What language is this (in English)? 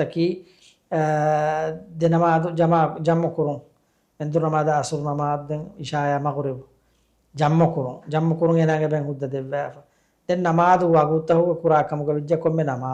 Divehi